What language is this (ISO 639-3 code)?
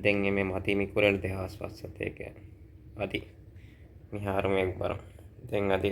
div